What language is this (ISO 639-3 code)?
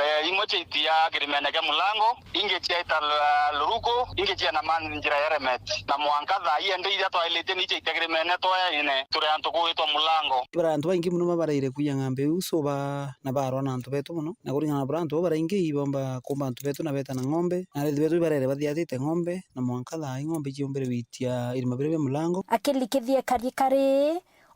mer